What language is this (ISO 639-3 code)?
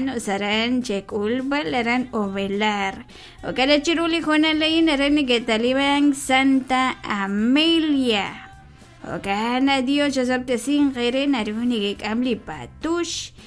kek